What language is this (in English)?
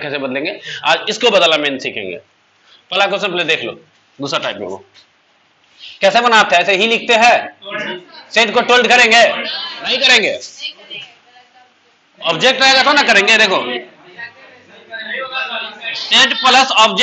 Hindi